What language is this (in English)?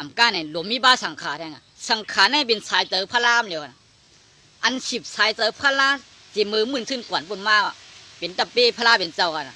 Shan